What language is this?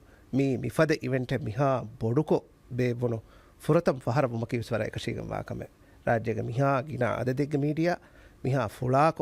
Divehi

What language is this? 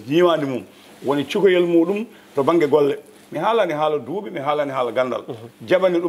Fula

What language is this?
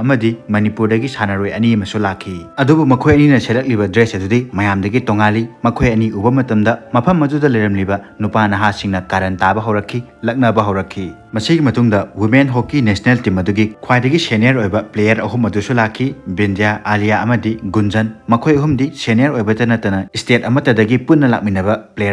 Manipuri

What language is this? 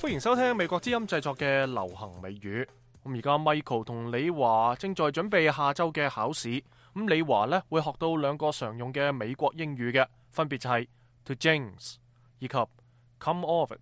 Cantonese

